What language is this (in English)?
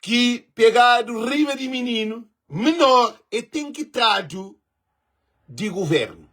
Kabuverdianu